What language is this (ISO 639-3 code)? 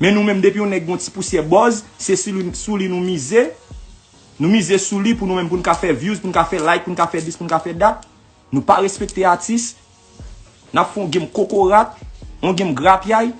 hat